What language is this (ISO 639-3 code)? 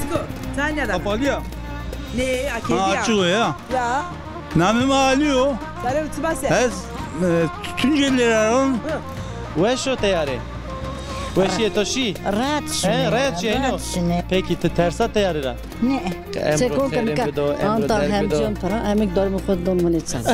zza